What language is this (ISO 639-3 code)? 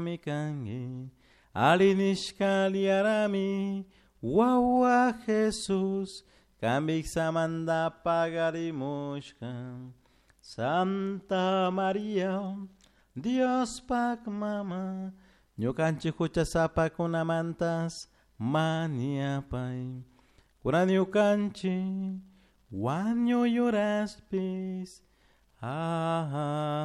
qug